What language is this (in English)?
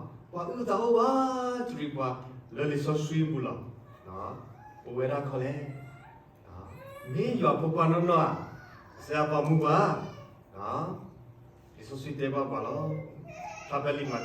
S'gaw Karen